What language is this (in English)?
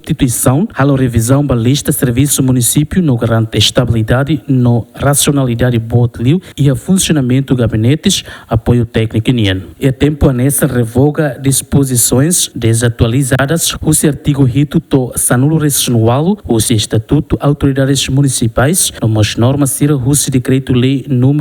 Tetum